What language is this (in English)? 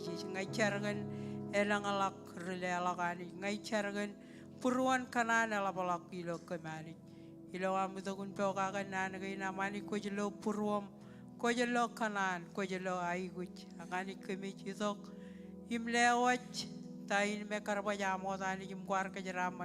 Marshallese